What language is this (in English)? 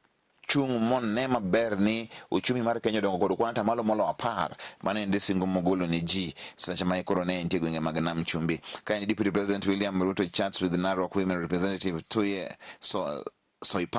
Luo (Kenya and Tanzania)